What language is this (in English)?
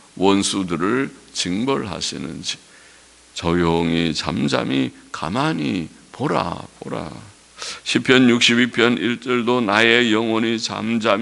Korean